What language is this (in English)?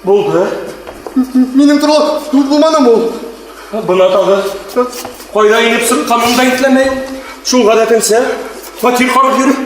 Bashkir